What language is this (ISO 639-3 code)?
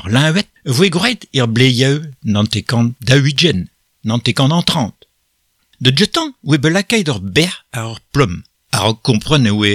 bre